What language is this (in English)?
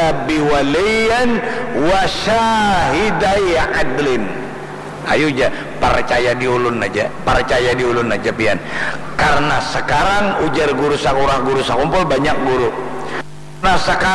Banjar